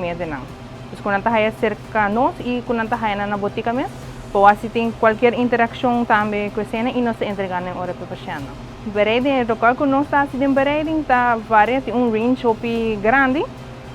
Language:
Papiamento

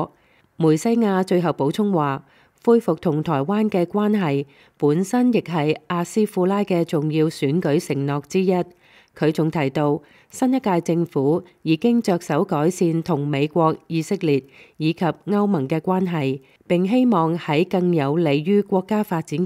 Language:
Cantonese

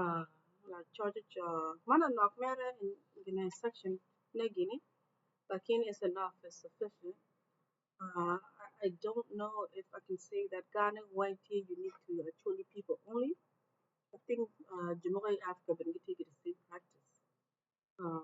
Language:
Acoli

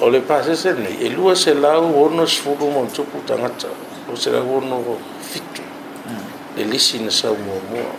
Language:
Samoan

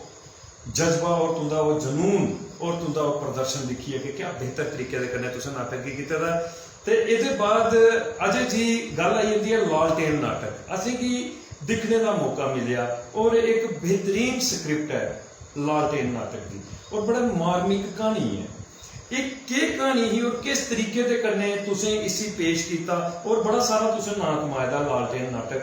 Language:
Dogri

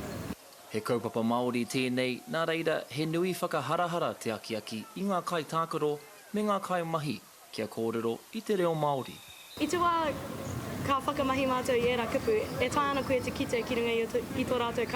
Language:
Māori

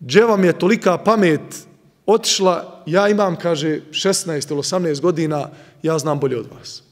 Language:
Bosnian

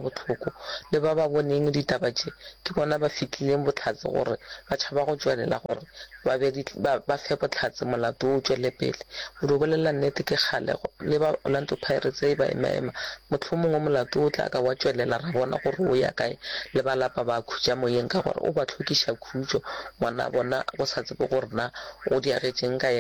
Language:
Northern Sotho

